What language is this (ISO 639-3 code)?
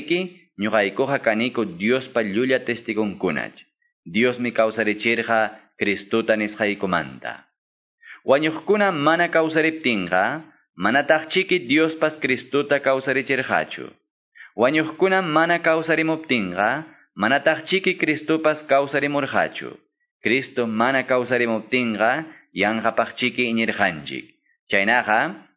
que